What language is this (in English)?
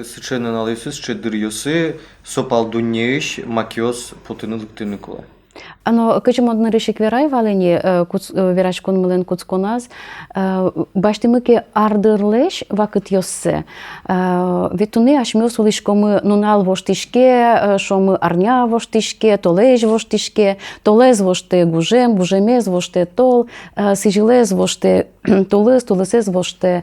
Udmurt